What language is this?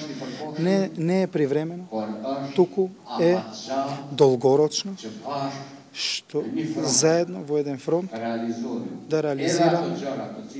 Macedonian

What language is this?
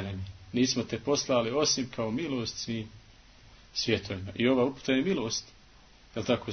Bosnian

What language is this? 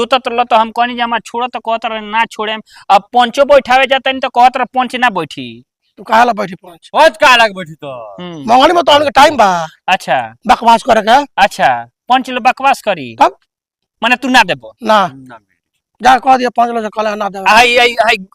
Bhojpuri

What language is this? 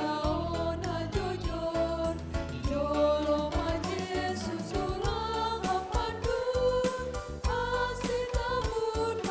Batak Simalungun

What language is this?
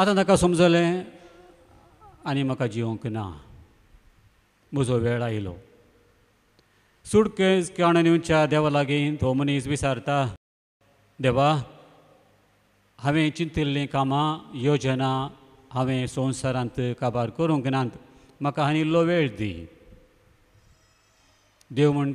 Konkani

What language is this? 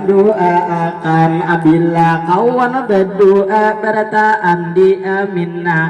Banjar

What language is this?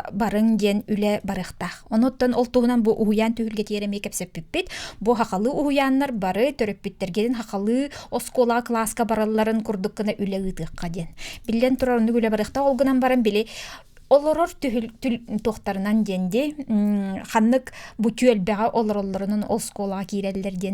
Yakut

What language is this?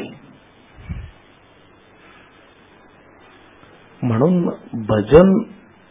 Marathi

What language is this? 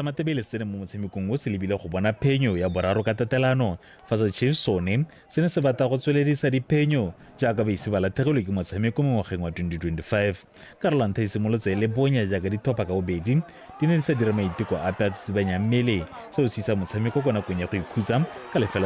Tswana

